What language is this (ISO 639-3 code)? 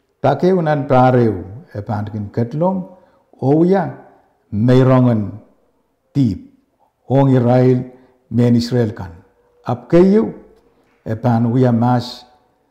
pon